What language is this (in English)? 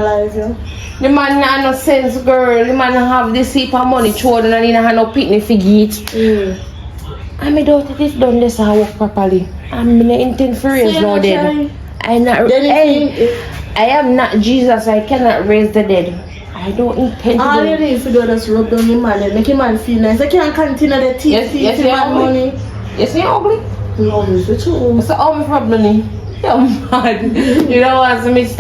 Jamaican Creole English